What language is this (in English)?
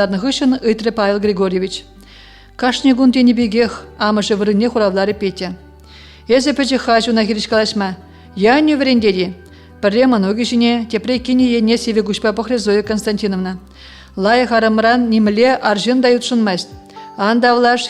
Chuvash